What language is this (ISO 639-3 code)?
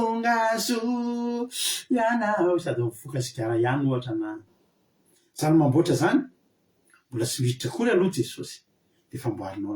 mlg